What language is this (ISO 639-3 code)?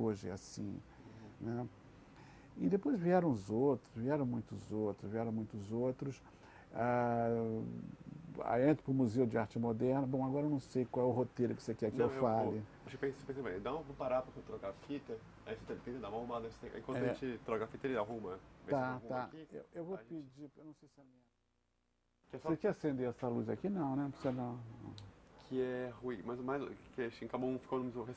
por